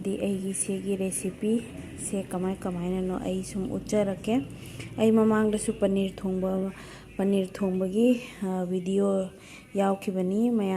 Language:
Manipuri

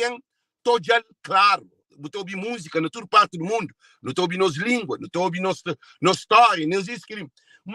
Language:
Kabuverdianu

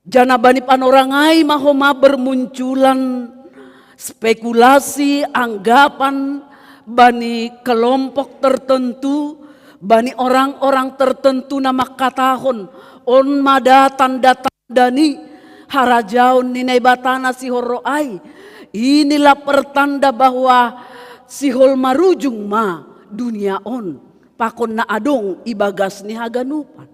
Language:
Batak Simalungun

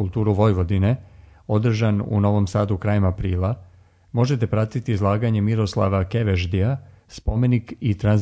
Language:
Serbian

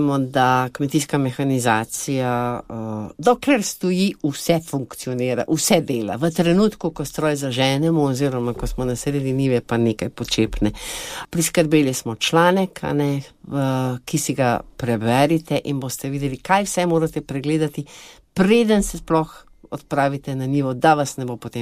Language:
Slovenian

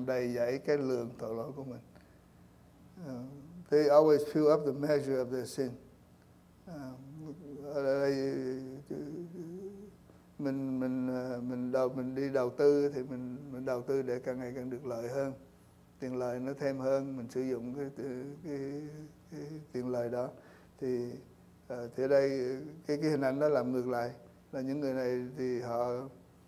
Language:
Vietnamese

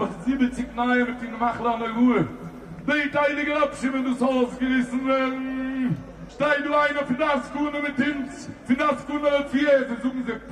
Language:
Yiddish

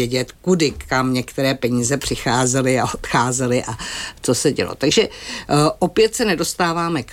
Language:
Czech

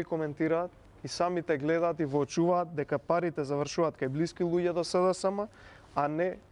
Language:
Macedonian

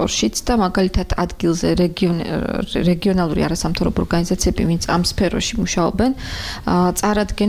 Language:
Georgian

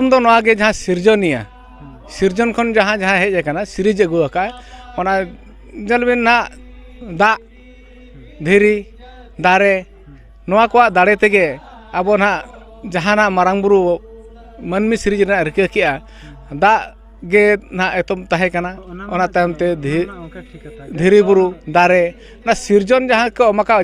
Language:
Santali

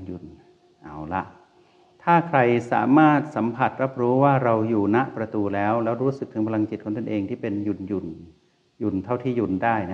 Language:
Thai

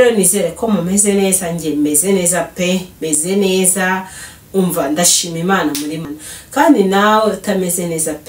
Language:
Kinyarwanda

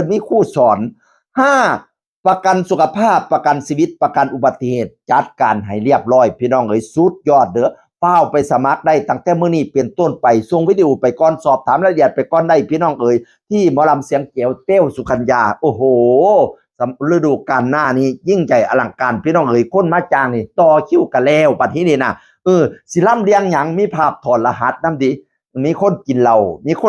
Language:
Northeastern Thai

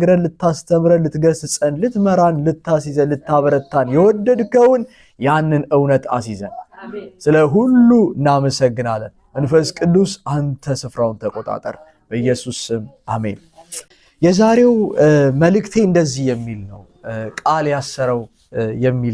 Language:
Amharic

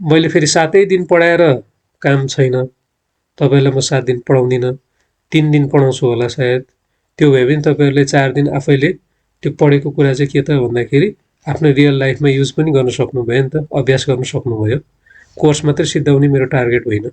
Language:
Nepali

